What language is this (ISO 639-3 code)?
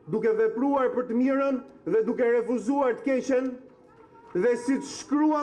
sqi